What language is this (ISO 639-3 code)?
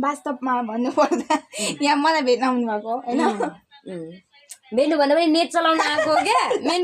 nep